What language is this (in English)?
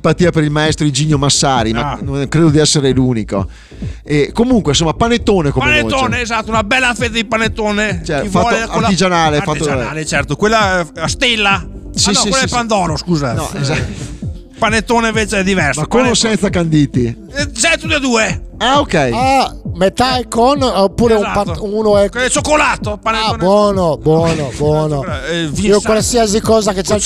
Italian